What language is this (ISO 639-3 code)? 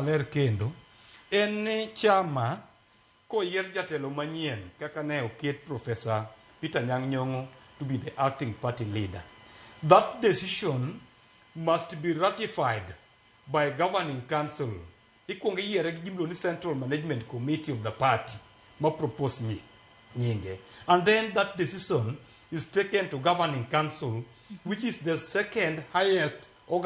luo